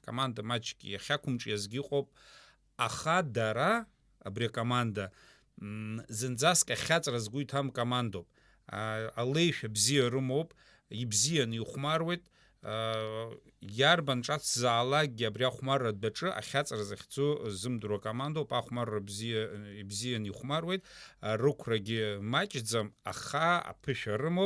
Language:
Abkhazian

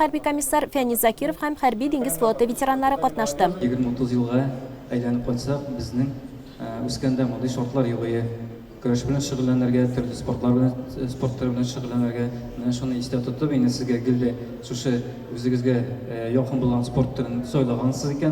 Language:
Tatar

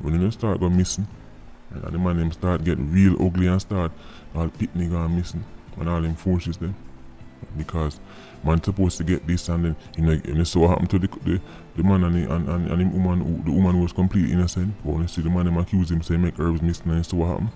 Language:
Jamaican Creole English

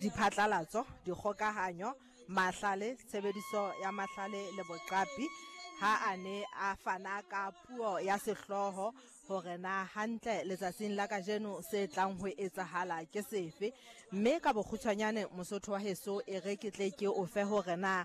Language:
Southern Sotho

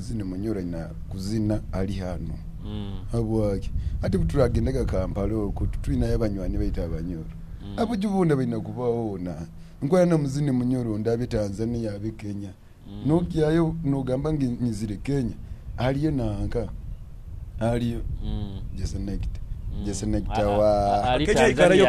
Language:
Nyoro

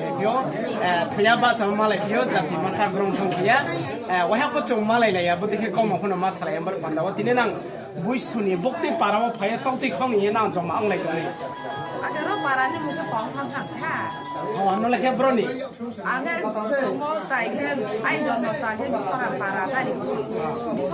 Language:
Riang (India)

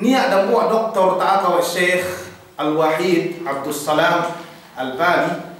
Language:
Yakan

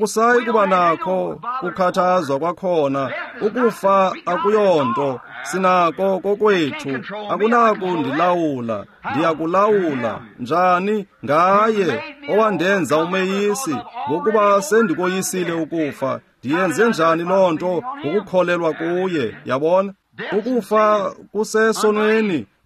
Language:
Xhosa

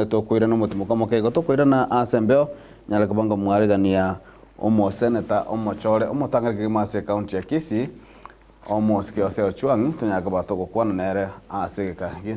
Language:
Gusii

